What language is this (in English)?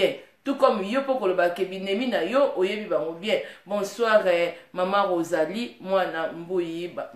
Lingala